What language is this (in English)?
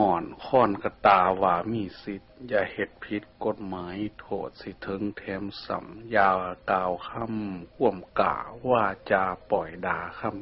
Northeastern Thai